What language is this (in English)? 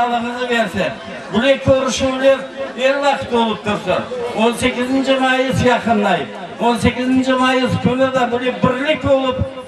Crimean Tatar